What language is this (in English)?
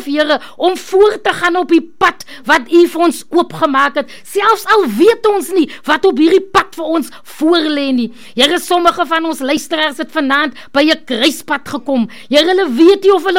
Afrikaans